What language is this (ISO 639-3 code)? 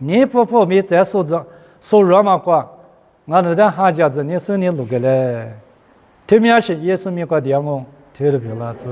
lis